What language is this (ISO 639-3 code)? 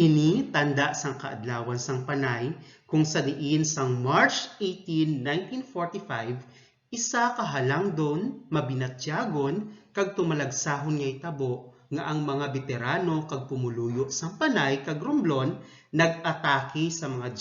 hil